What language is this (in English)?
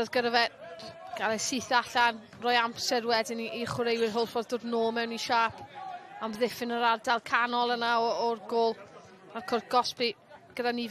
Welsh